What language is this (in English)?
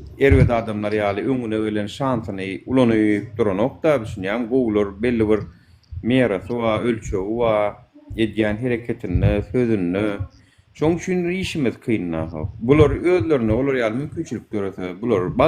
Turkmen